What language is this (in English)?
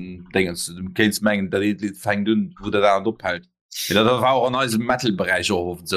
Luxembourgish